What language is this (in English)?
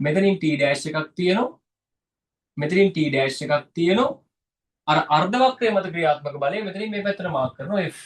Sinhala